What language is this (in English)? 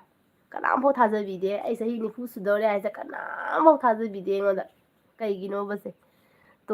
Manipuri